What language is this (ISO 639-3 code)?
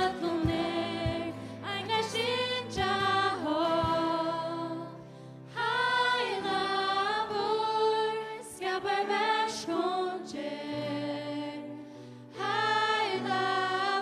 fao